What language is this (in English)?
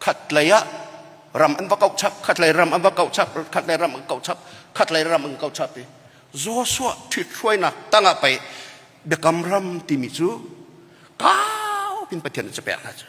Hakha Chin